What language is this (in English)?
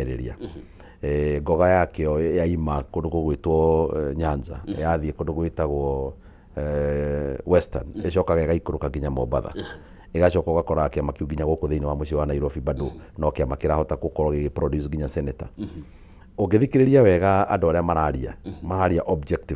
Kikuyu